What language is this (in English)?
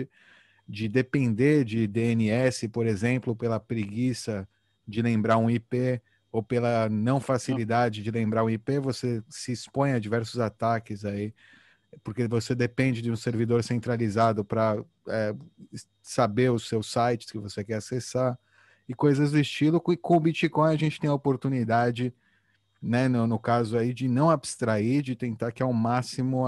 Portuguese